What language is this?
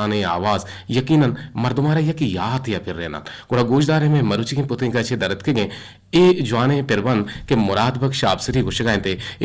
Eastern Balochi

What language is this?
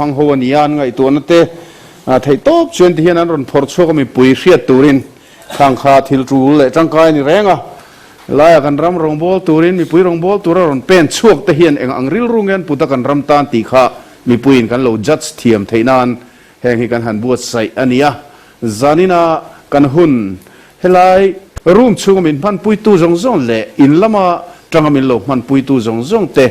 Mizo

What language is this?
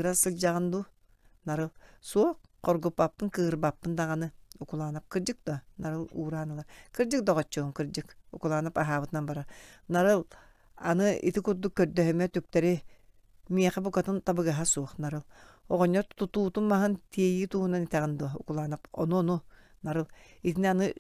Yakut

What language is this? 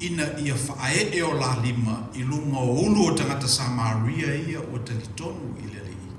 Samoan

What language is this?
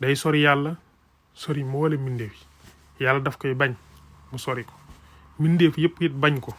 Wolof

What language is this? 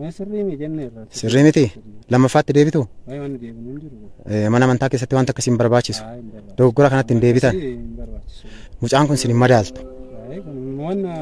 Oromo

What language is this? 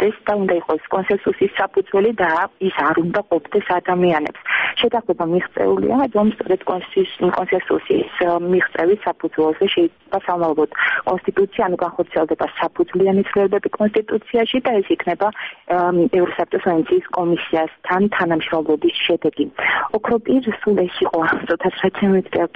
Georgian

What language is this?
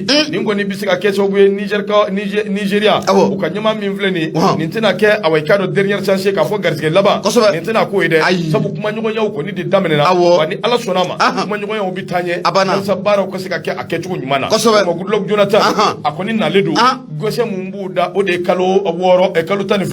Bambara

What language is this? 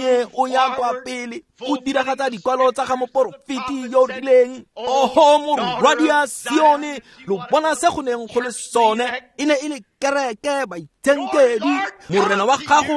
Tswana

